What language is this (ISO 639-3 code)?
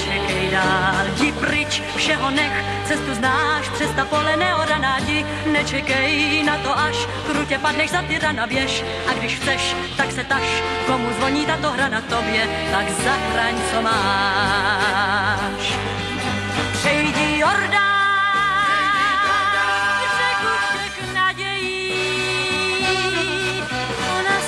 ces